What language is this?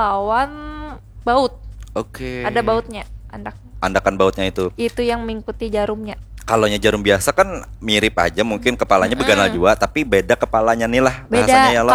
Banjar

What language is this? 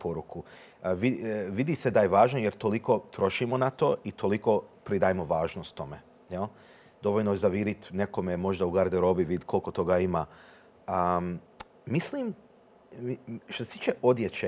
Croatian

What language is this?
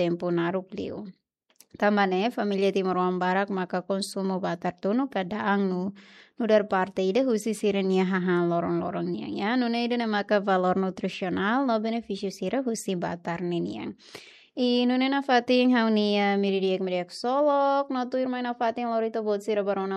Tetum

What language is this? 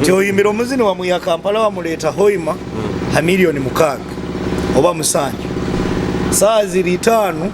Nyoro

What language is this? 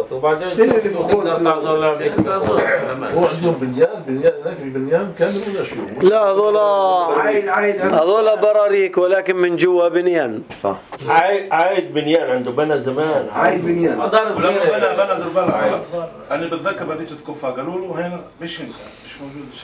North Levantine Arabic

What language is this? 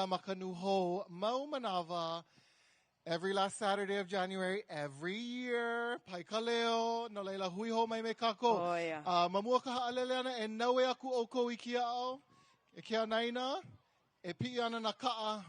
Hawaiian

